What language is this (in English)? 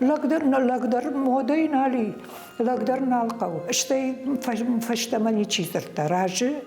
Ossetic